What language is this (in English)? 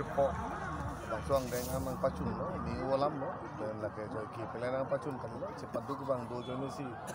Karbi